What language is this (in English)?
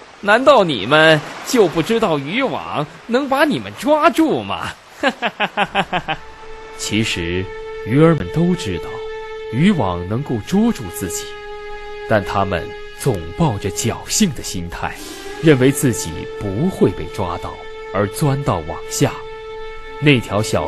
Chinese